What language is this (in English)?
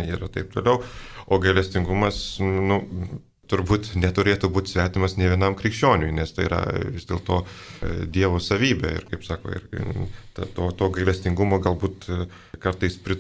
Lithuanian